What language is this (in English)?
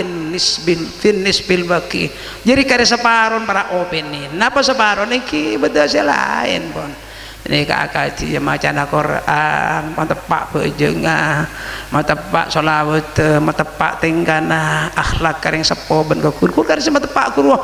Madurese